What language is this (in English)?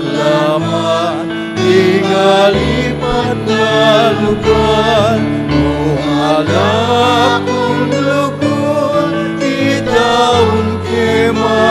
Pampanga